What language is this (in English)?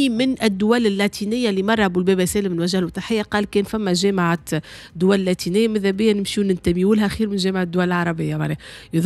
Tunisian Arabic